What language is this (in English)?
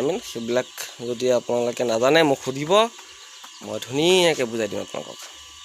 Assamese